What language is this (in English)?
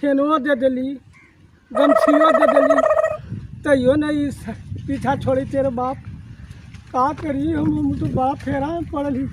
Magahi